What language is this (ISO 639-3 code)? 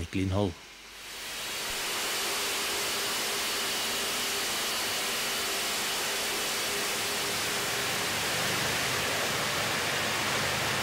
nor